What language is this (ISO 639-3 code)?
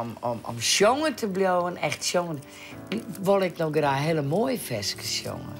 fry